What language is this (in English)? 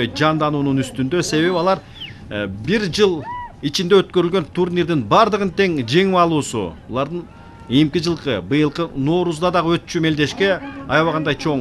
Kyrgyz